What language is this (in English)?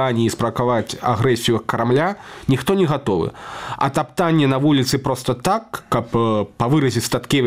Belarusian